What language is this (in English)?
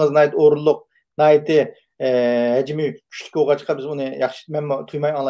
Uyghur